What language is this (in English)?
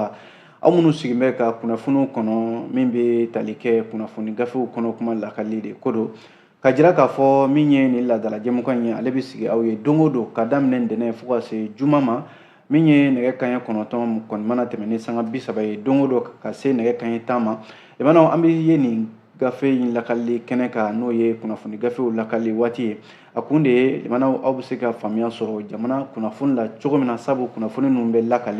Bambara